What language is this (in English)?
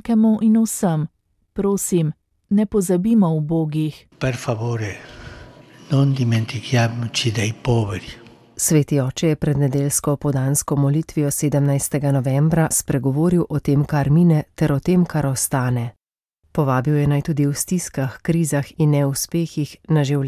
Slovenian